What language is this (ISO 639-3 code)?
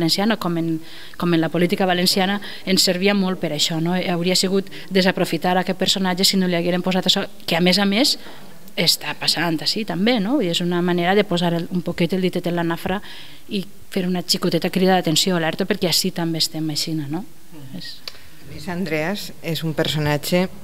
cat